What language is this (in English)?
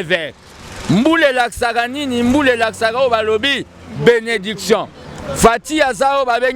Lingala